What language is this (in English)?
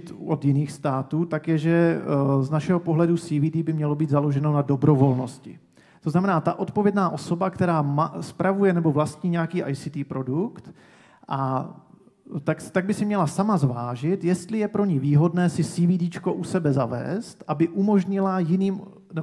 Czech